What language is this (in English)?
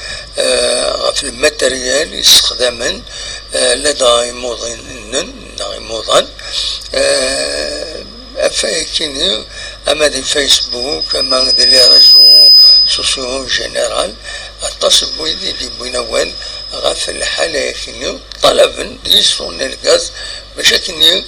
Kabyle